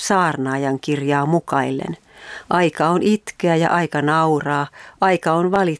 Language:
Finnish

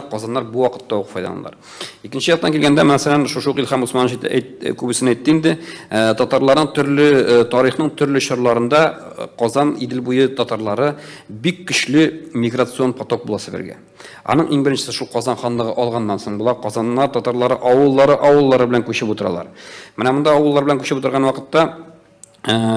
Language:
Tatar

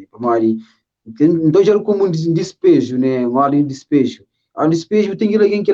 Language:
Kabuverdianu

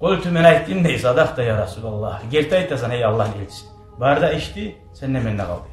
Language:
Kumyk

